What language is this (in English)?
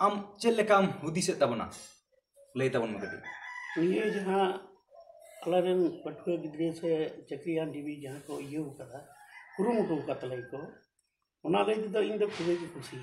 Santali